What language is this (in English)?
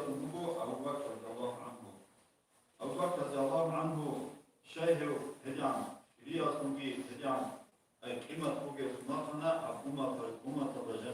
Avaric